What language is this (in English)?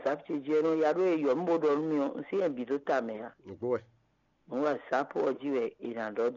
Fon